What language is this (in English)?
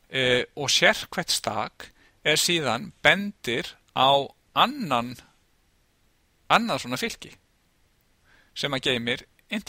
Icelandic